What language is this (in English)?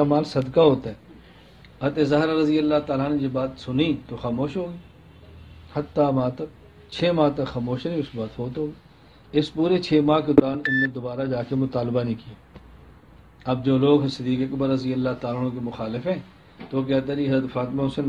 Urdu